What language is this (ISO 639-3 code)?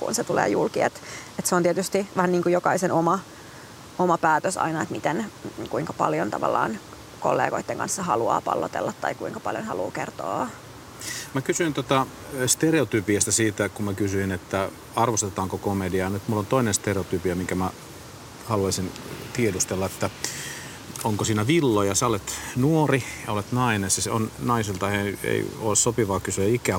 fin